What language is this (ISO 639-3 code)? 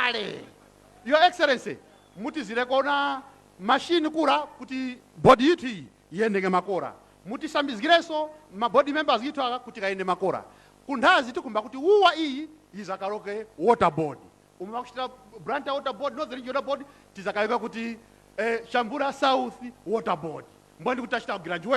nya